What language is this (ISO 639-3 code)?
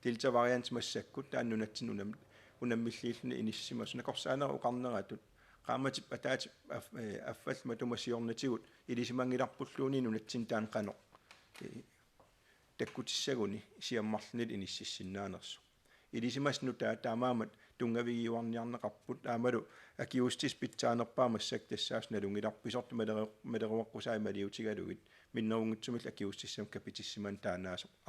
kal